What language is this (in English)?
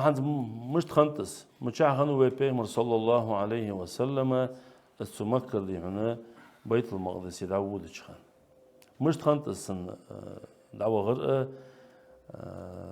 Ingush